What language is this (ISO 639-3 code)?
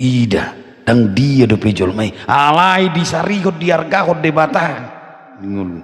bbc